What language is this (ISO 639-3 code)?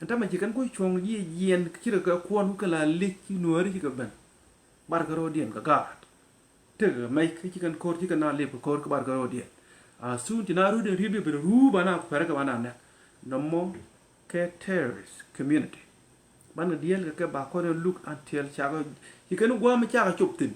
nus